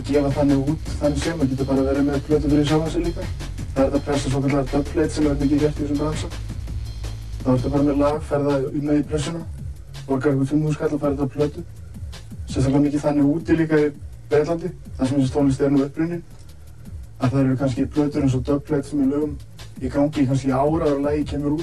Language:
Icelandic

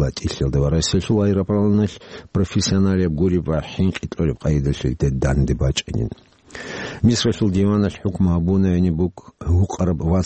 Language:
Avaric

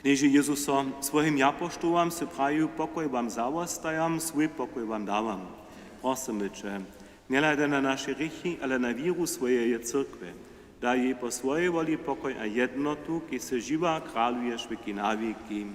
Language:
Upper Sorbian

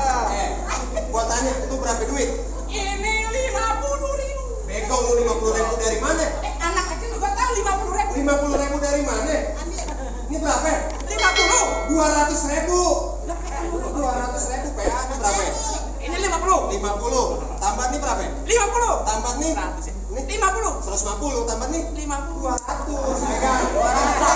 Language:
Betawi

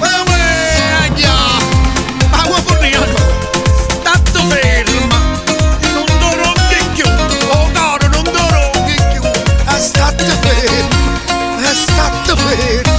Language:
Neapolitan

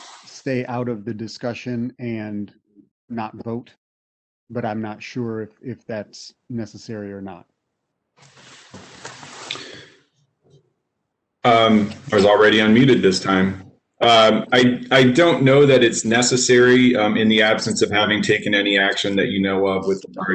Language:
English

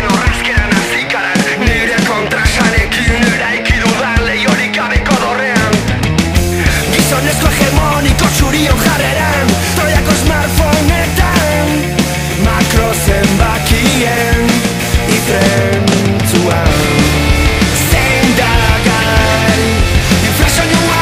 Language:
Basque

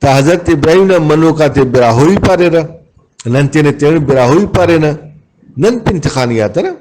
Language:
Brahui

